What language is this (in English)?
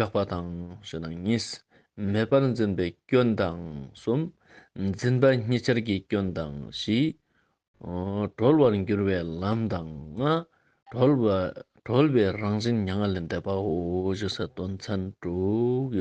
Ladakhi